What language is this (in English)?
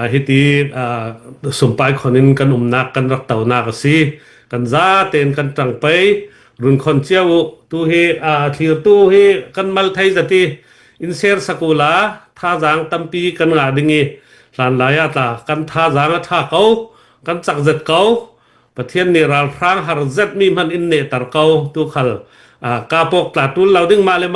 Falam Chin